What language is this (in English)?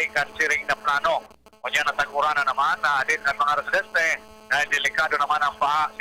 Bikol